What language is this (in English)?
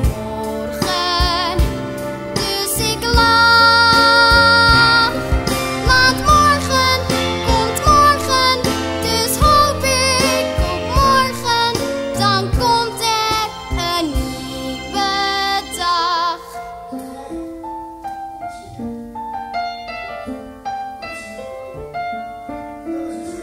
Dutch